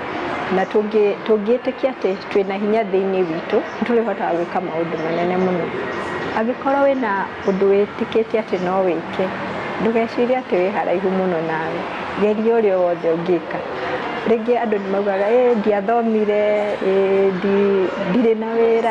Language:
Kikuyu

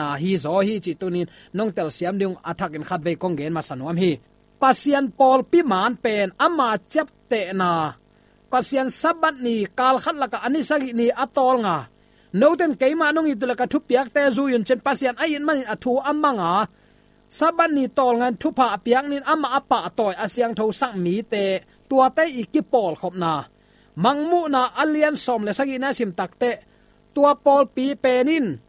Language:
Tedim Chin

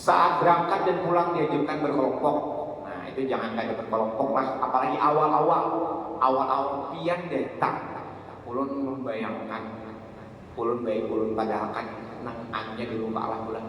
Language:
Banjar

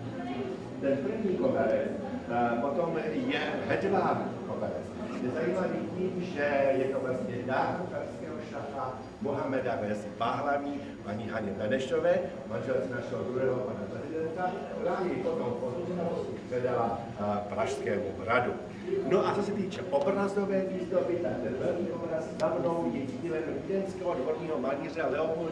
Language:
Czech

